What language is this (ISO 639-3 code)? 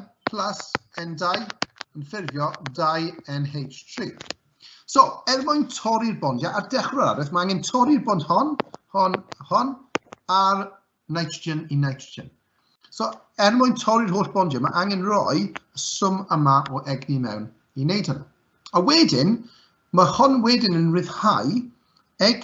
cym